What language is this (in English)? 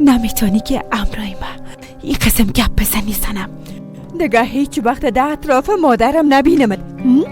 Persian